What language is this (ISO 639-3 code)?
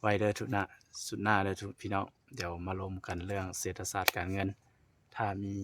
lao